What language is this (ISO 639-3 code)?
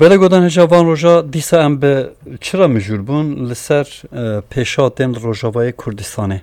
kur